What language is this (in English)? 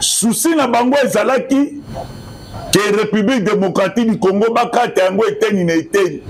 Lingala